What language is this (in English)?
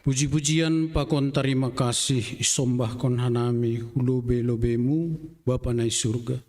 Batak Simalungun